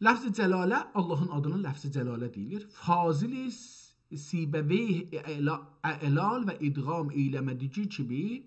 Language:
South Azerbaijani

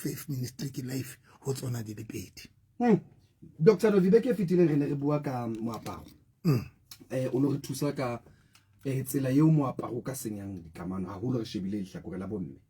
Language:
Southern Sotho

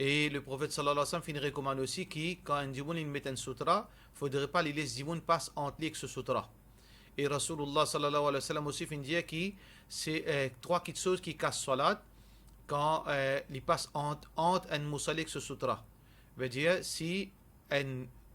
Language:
Morisyen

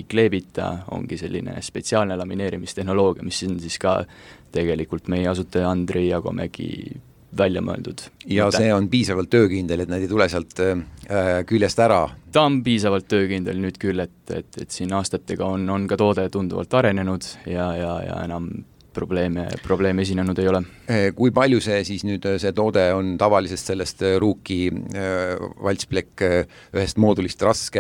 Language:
Estonian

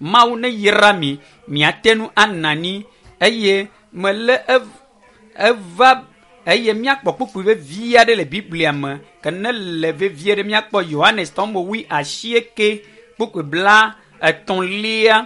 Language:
Ewe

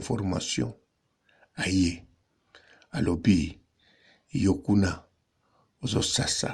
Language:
Lingala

